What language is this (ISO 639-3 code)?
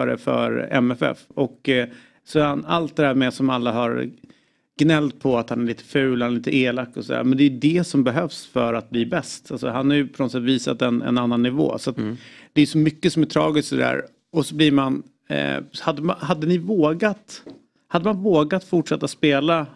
swe